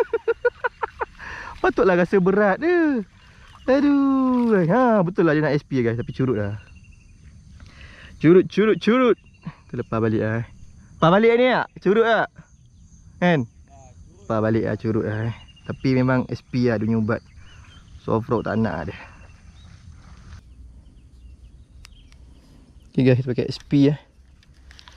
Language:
Malay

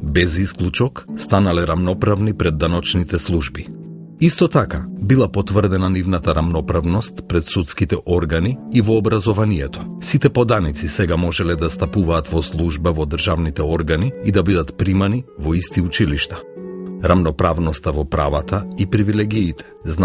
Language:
Macedonian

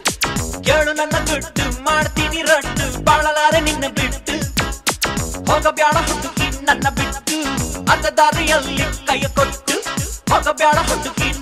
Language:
Kannada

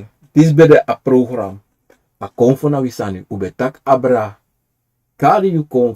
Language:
Sranan Tongo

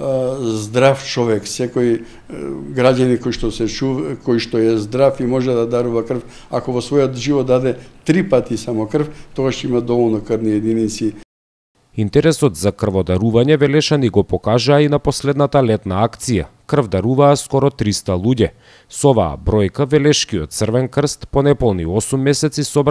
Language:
Macedonian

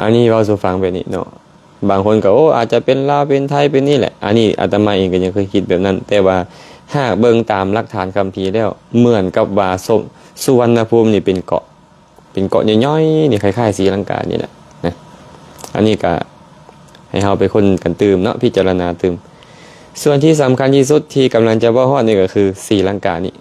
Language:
Lao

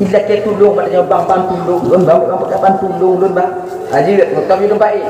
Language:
Achinese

